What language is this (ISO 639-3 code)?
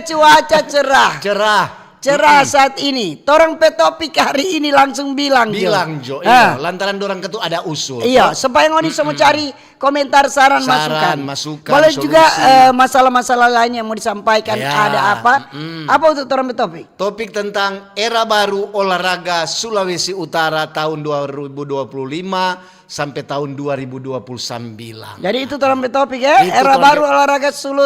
xmm